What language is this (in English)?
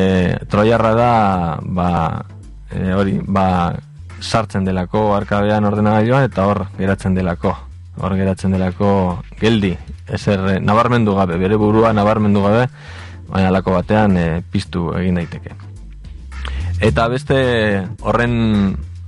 Basque